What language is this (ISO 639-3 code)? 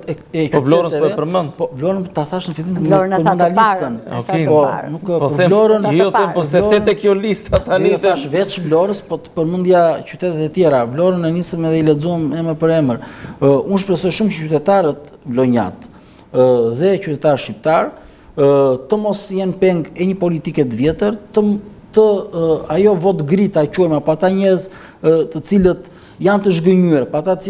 sqi